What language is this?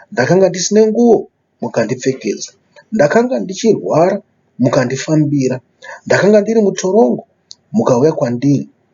Shona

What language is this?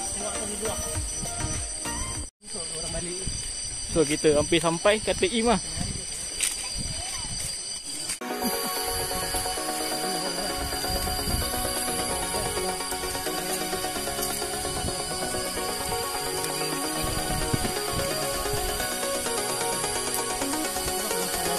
Malay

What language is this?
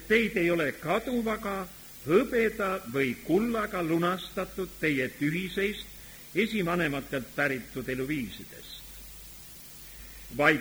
Estonian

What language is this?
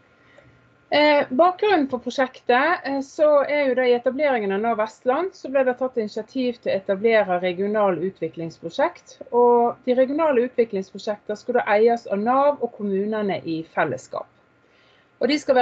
Norwegian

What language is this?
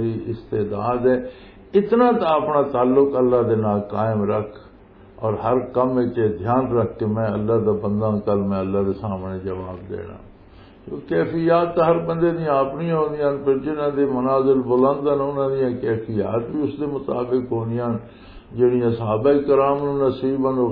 Western Panjabi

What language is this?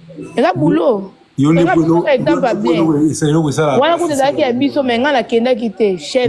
Lingala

